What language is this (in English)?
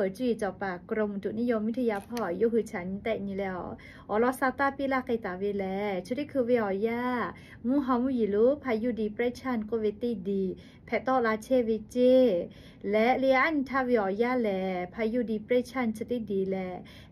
Lahu